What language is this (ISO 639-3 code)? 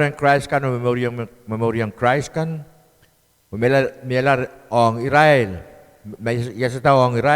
pon